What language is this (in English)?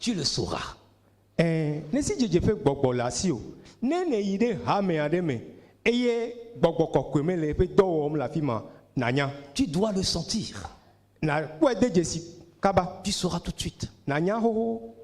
Ewe